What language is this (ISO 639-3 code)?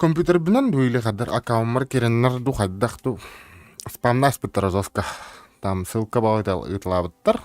sah